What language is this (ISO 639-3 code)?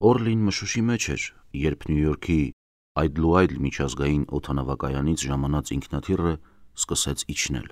hye